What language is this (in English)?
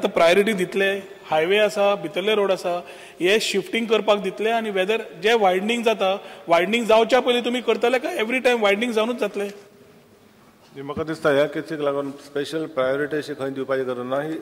Konkani